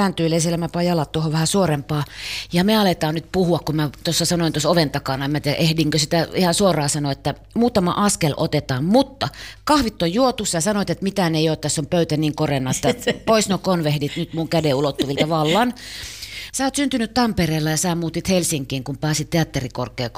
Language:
Finnish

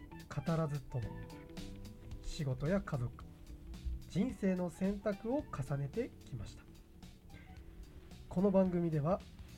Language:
Japanese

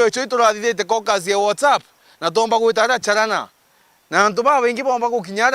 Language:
Meru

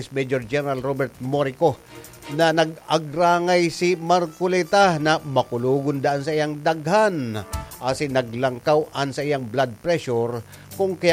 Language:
Bikol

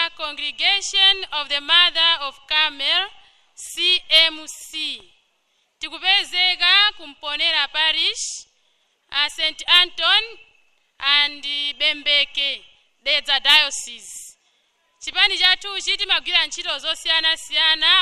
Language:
Nyanja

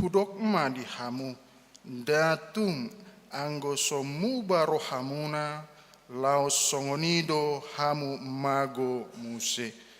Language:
Batak Toba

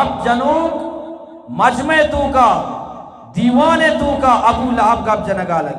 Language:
Eastern Balochi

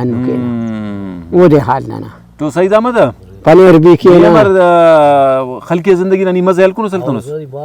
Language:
Brahui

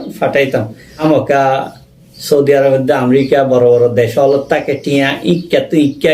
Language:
Rohingya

